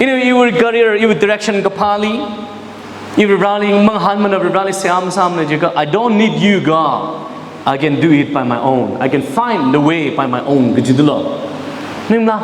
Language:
Tangkhul Naga (India)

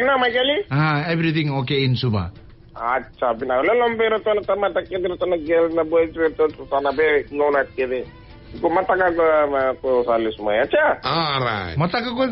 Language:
Fijian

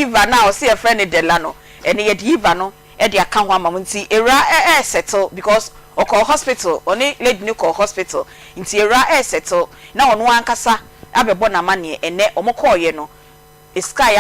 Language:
Akan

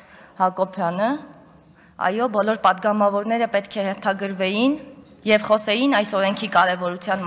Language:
Armenian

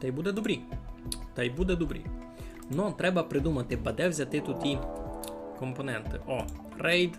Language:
Rusyn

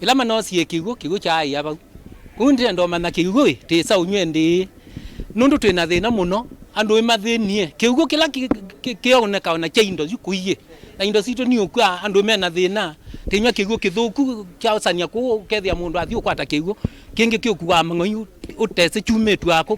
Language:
Kamba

